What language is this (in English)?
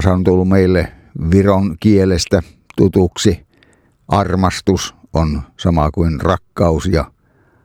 Finnish